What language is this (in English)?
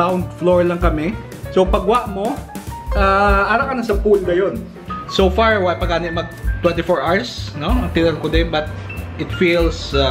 Hiligaynon